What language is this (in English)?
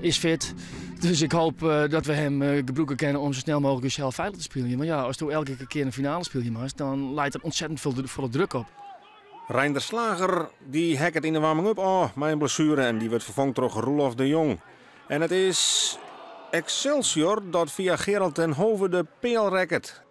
Western Frisian